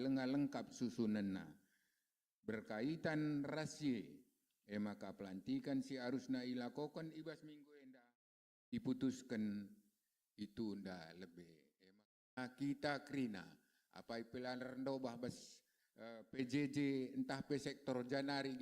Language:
Batak Karo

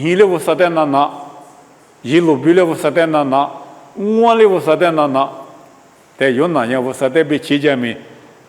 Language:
Lisu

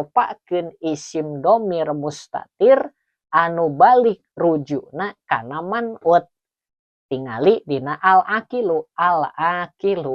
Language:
Sundanese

